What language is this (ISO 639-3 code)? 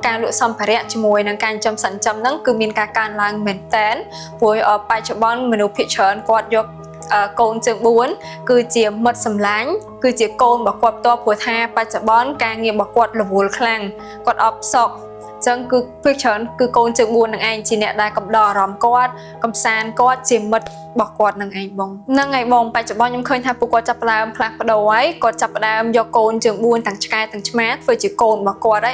khm